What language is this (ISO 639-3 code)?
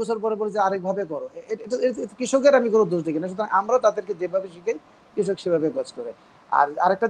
ben